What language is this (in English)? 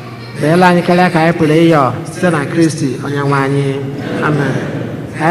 Igbo